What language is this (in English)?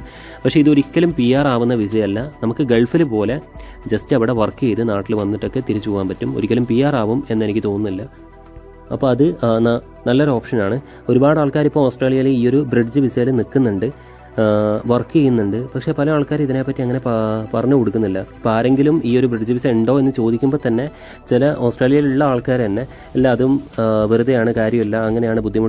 Malayalam